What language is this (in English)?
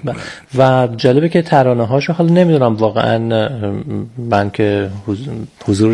Persian